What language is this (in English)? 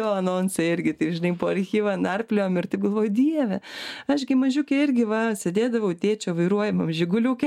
Lithuanian